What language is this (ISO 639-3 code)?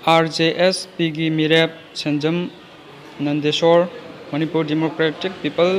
mni